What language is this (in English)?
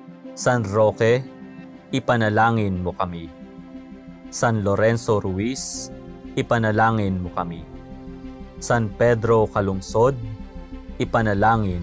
Filipino